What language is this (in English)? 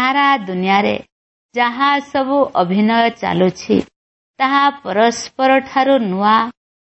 Odia